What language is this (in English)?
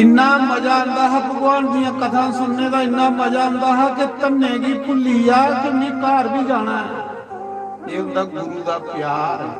Dogri